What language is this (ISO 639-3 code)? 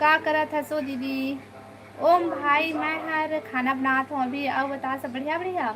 hne